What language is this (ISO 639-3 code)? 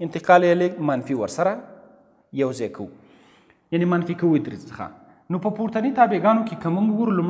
pus